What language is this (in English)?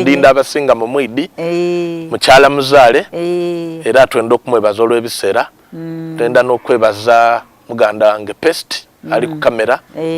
Soga